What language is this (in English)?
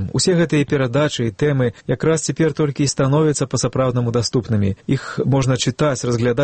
Belarusian